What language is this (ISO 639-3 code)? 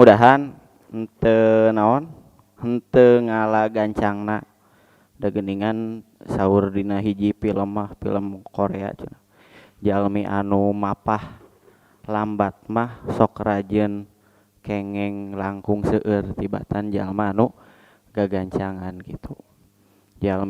sun